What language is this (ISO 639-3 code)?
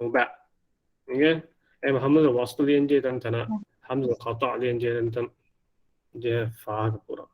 div